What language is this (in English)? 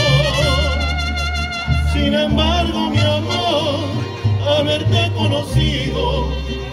Spanish